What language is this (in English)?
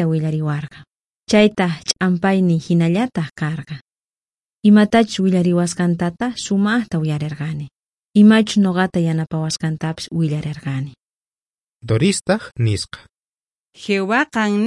South Bolivian Quechua